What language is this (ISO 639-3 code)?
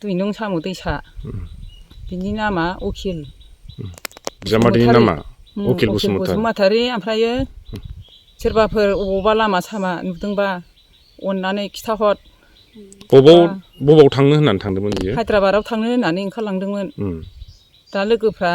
brx